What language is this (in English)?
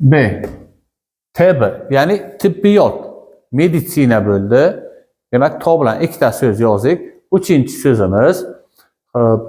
Uzbek